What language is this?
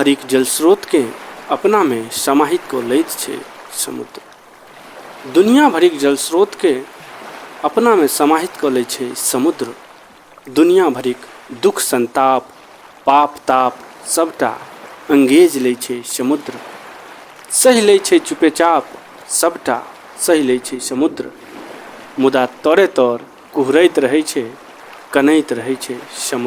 Maithili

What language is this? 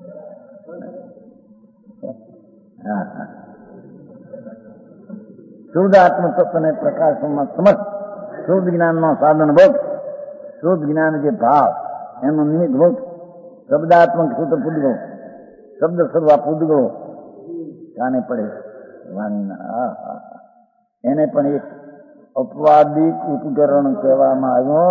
Gujarati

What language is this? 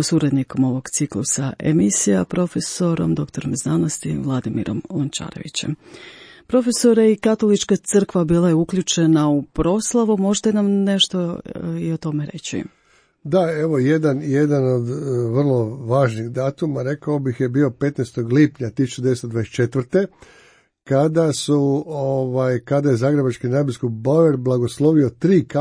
Croatian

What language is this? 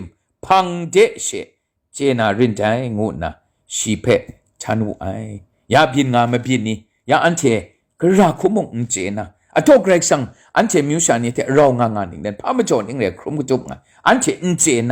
Kachin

